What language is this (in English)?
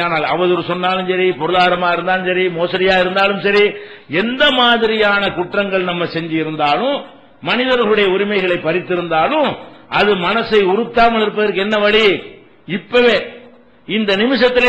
Tamil